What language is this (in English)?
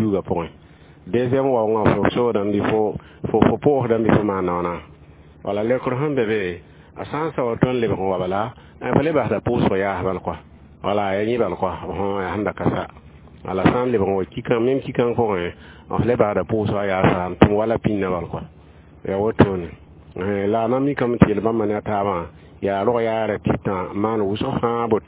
Mossi